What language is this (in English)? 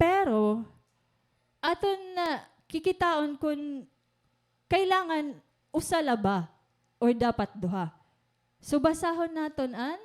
Waray